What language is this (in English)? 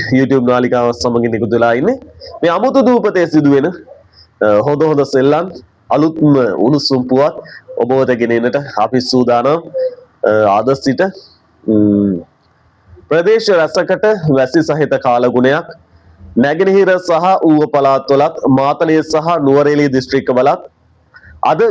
Sinhala